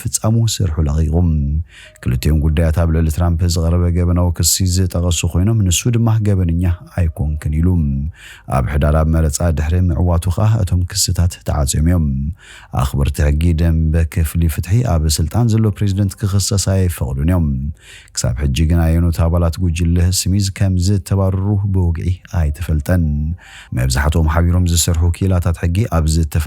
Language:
Tigrinya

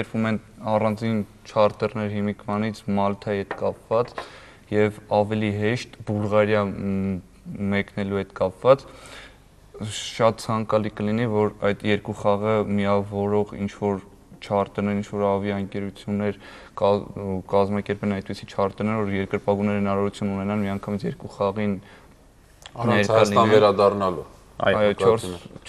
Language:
Armenian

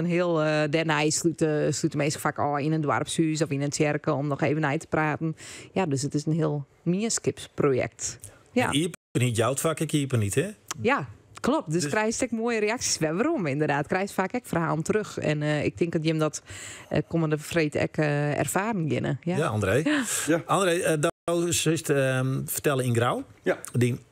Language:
Western Frisian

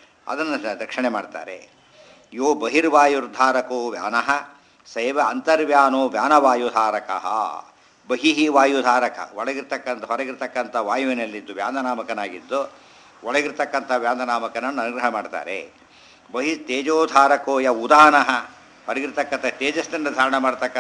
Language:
Kannada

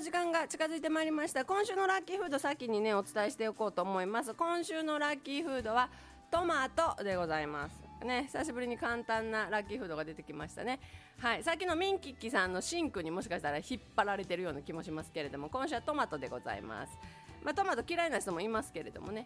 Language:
Japanese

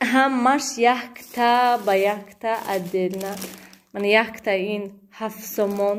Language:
Tajik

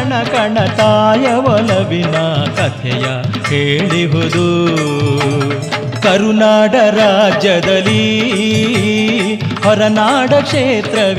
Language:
Kannada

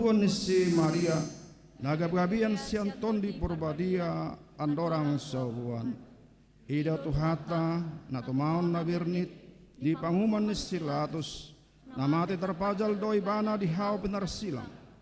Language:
Batak Toba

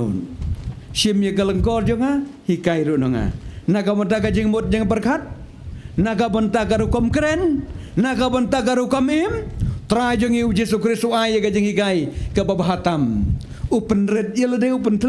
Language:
Khasi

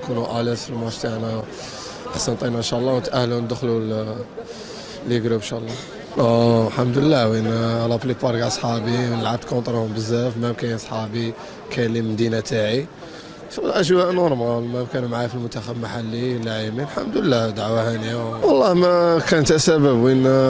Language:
Algerian Arabic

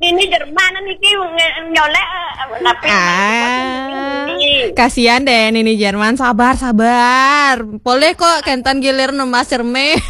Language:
Balinese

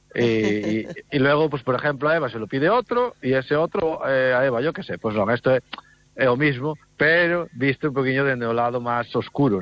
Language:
Galician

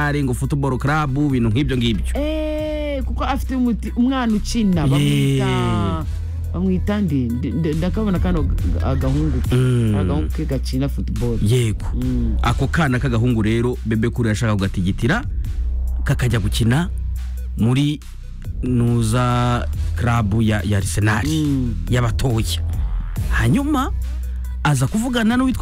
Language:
Kinyarwanda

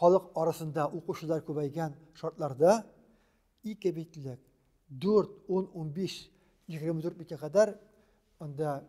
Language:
Tatar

